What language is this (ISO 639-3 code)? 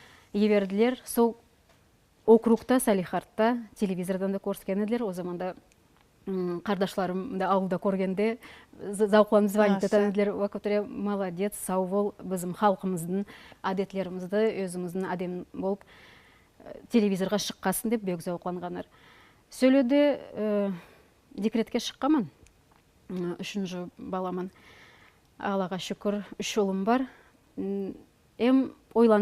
nog